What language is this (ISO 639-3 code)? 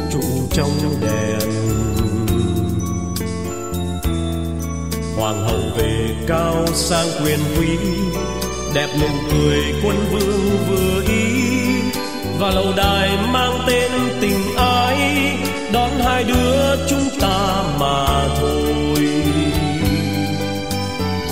vie